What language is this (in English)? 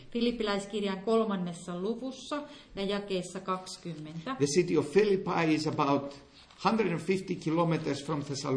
Finnish